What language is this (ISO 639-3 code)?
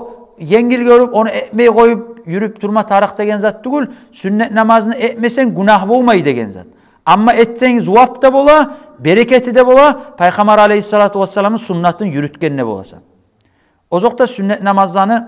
kum